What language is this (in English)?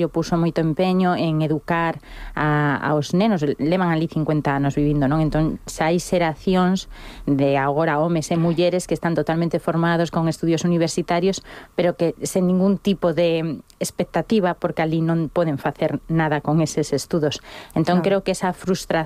Galician